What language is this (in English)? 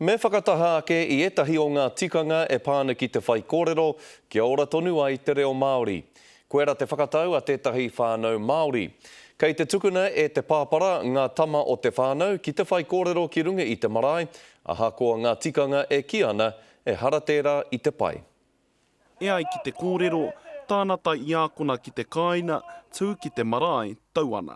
Māori